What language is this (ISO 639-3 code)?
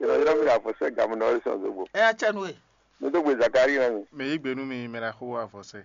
fon